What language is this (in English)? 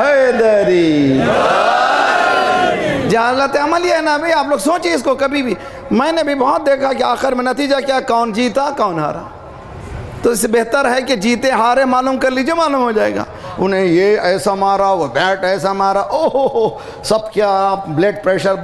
Urdu